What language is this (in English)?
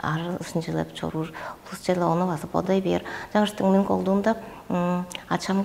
Tuvinian